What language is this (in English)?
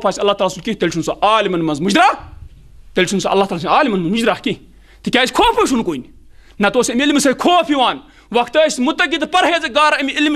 Kashmiri